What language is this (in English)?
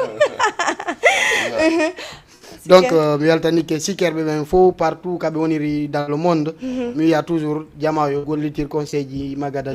Fula